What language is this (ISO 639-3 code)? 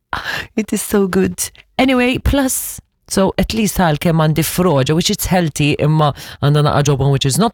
mlt